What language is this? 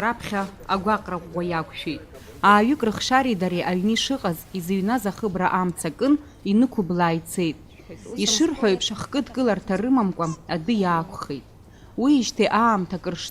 Abkhazian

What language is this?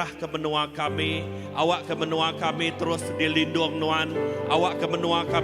Iban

